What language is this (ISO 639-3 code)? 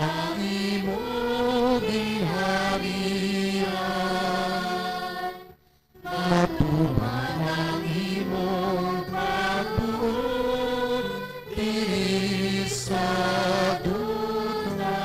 hil